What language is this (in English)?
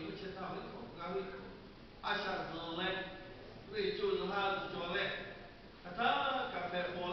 Lahu